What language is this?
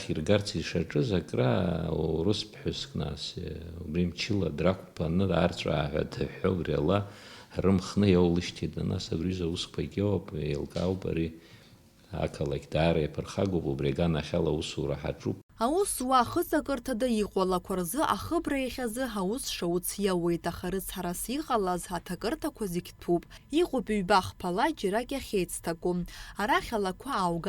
Abkhazian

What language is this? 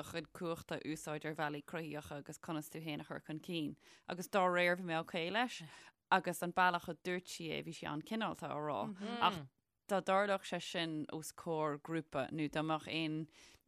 Irish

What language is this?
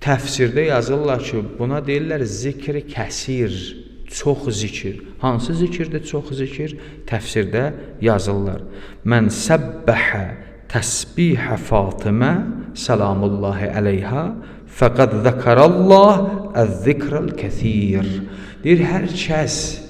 Azerbaijani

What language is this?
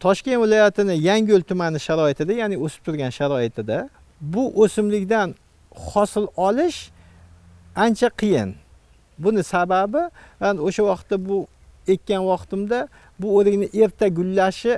Uzbek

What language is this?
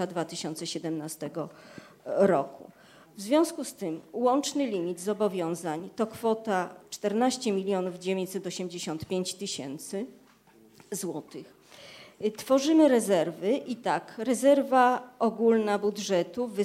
Polish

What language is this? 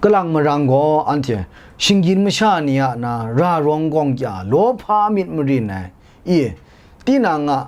Kachin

